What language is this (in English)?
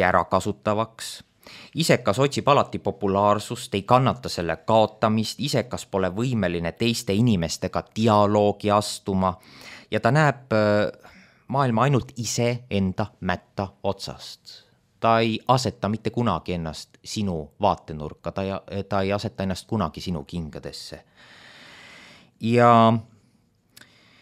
Estonian